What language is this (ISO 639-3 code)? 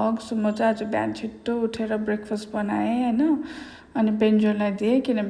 nep